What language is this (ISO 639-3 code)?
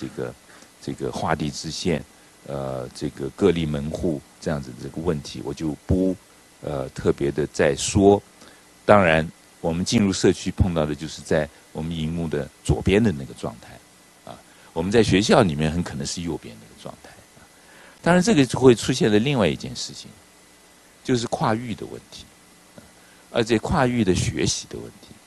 zho